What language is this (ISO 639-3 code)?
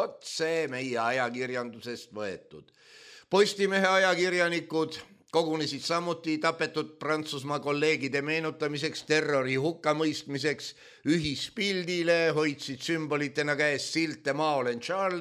est